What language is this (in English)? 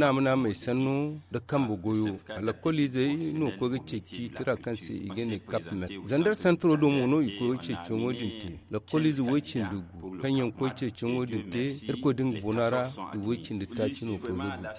Zarma